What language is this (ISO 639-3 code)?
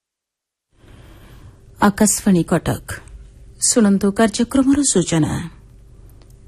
ori